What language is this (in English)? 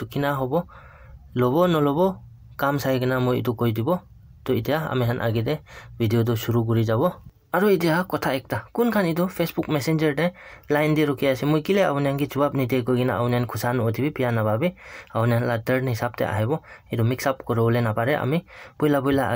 Naga Pidgin